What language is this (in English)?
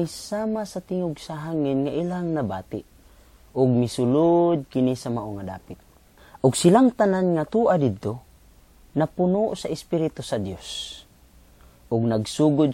Cebuano